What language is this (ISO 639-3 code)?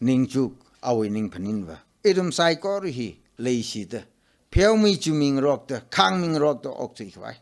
nmf